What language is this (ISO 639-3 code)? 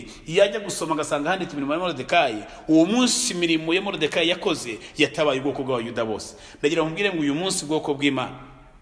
kin